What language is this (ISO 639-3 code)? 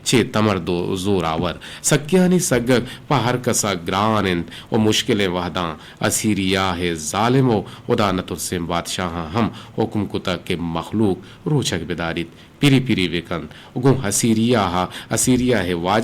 bgp